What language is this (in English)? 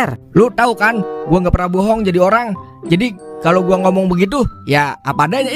Betawi